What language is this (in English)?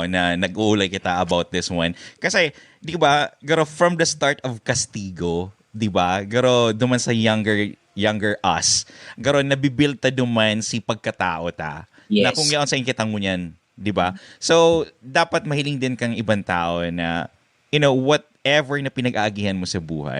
Bikol